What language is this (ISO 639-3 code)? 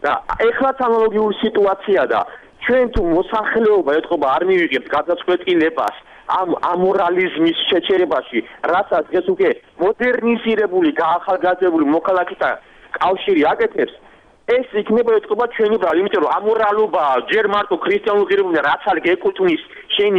kat